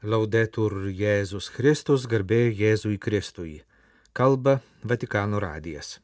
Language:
Lithuanian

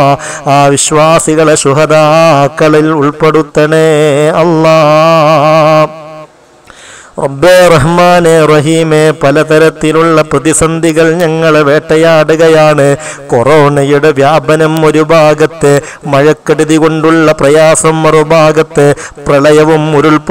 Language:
Malayalam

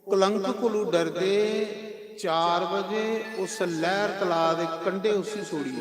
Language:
Dogri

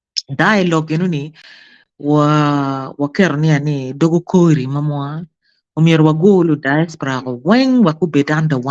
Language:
Acoli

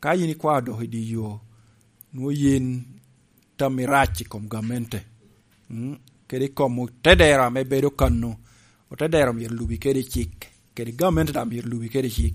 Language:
Lango (Uganda)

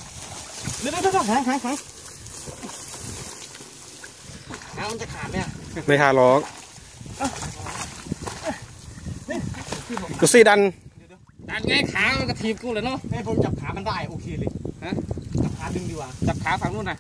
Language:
Thai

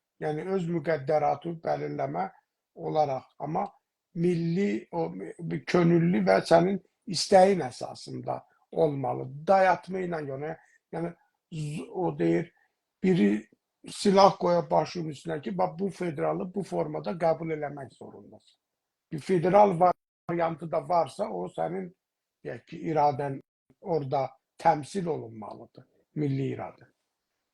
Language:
South Azerbaijani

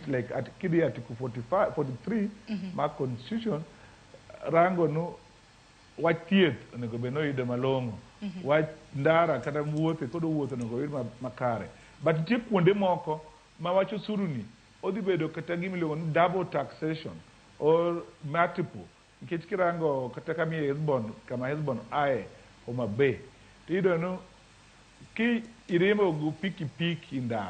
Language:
Luo (Kenya and Tanzania)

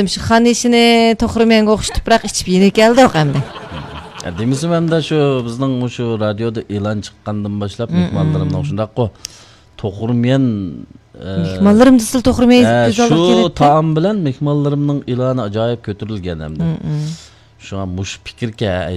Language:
Uyghur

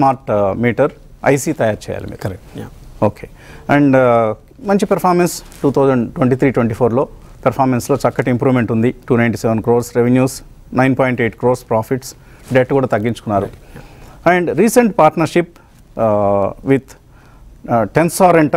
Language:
Telugu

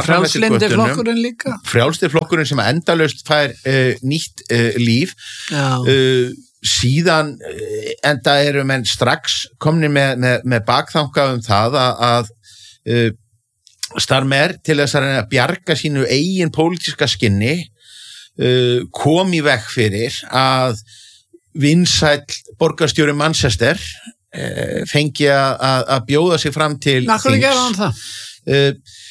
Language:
Icelandic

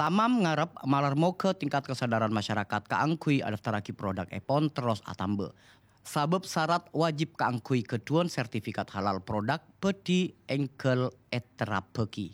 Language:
Madurese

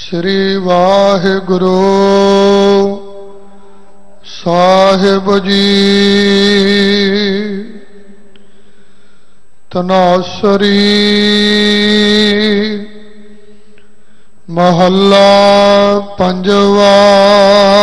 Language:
Punjabi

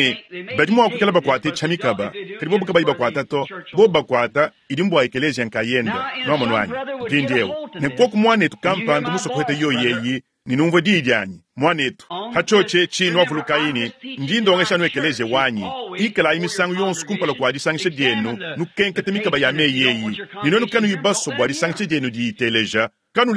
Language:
Luba-Lulua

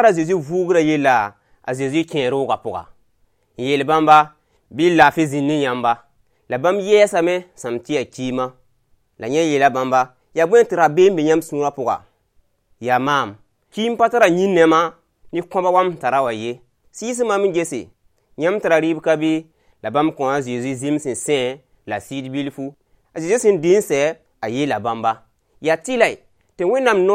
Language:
Mossi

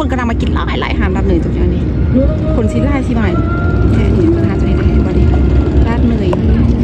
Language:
Lao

